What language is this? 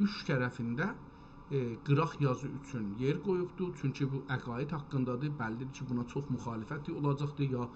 South Azerbaijani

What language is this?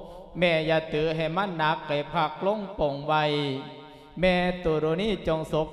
Lao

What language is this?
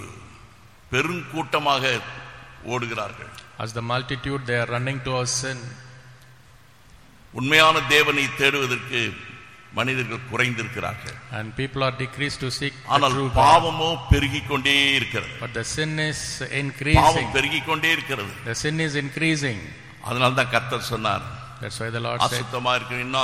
Tamil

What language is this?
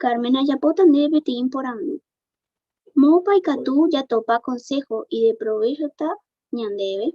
Guarani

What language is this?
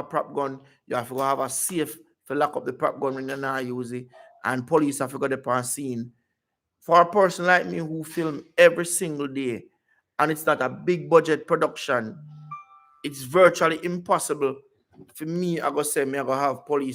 Jamaican Creole English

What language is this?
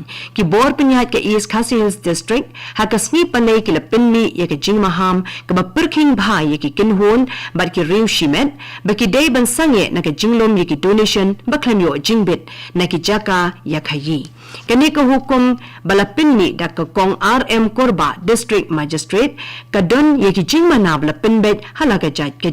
Khasi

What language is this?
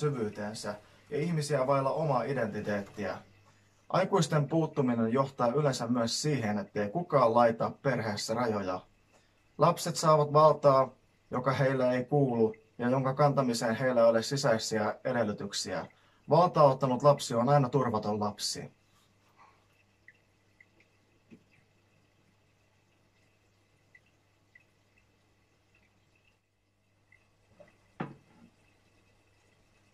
Finnish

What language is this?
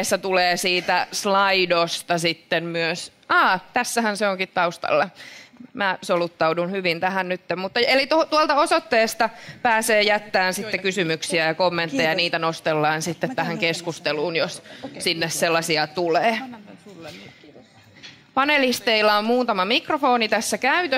Finnish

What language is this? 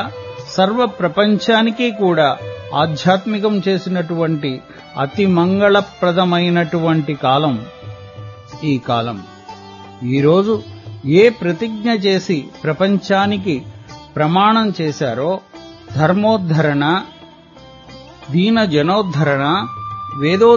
Telugu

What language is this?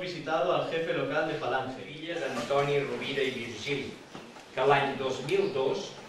Catalan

